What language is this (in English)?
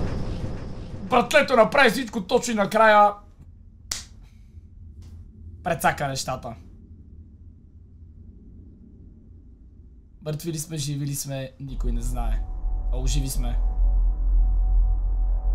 Bulgarian